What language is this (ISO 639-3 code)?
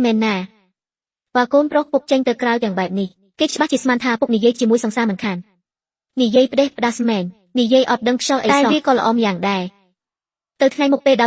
khm